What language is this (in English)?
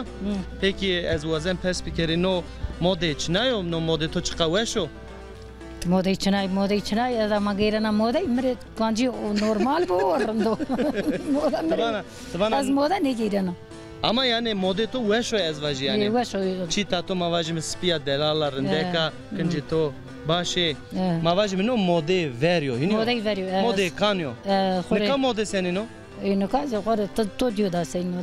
Zaza